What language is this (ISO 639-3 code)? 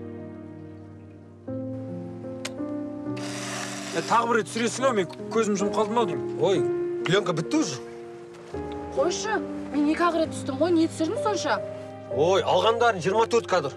kaz